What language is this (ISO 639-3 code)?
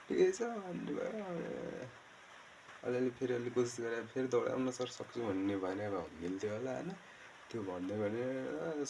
nep